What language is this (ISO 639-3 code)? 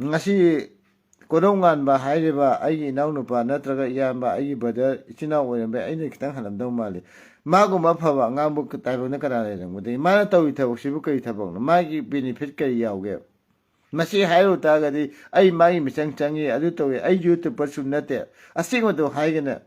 mni